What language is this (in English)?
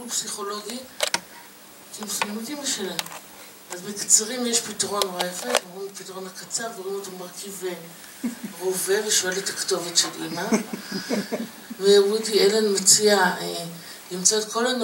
Hebrew